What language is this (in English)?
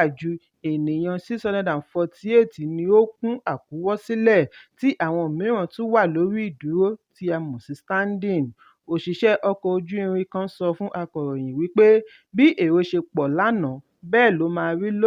Yoruba